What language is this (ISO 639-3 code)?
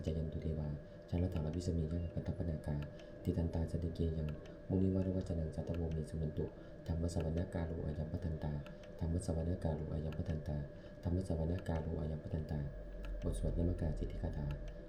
pli